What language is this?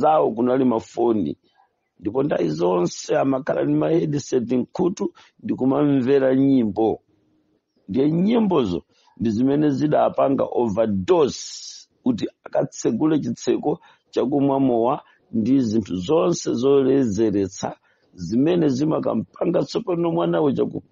Nyanja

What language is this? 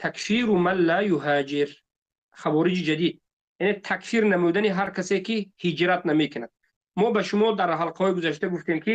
Tajik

